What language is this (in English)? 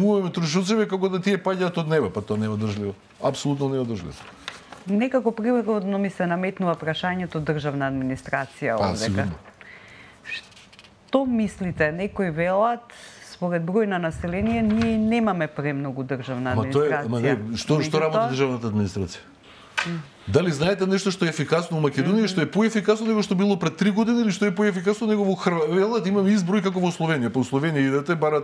Macedonian